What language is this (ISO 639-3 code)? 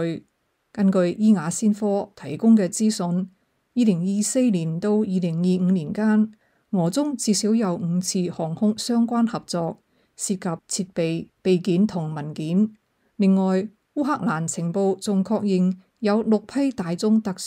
yue